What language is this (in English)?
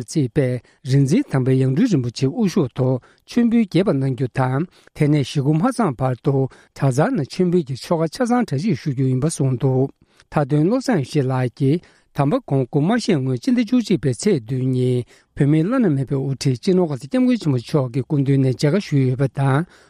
Tibetan